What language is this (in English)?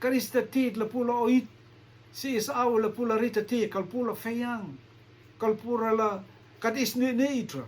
Rotuman